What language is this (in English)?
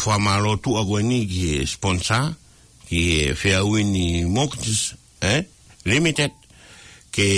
Tongan